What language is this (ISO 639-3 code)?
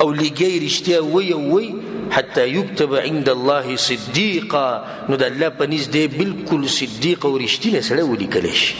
pus